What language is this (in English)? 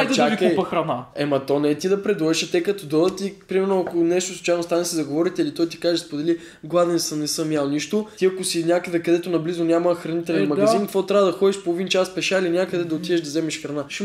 Bulgarian